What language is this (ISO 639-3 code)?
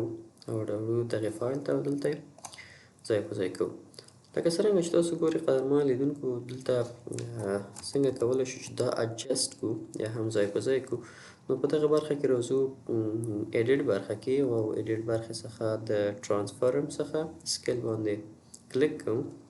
pus